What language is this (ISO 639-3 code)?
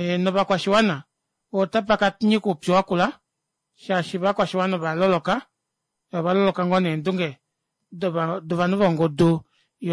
kua